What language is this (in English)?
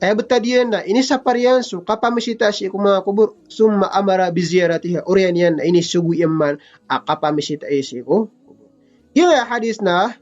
Maranao